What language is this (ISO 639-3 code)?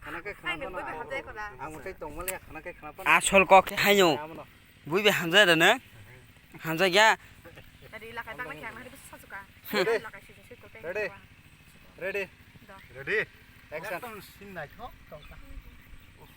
trp